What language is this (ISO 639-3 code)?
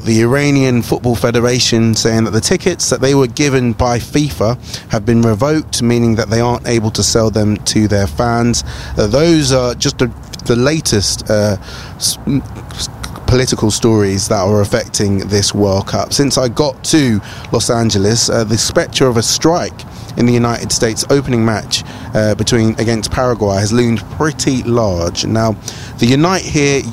eng